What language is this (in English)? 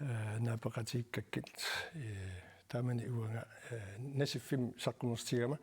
Kalaallisut